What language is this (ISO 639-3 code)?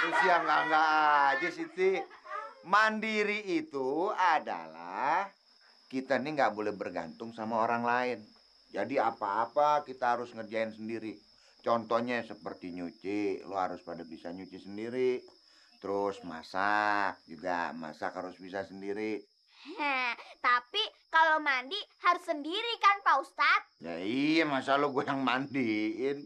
bew